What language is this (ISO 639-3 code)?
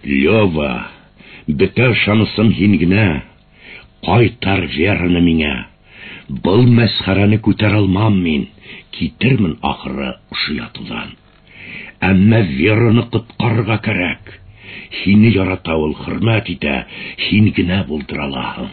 bak